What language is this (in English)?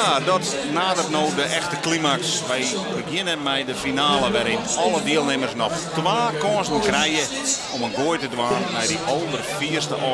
Western Frisian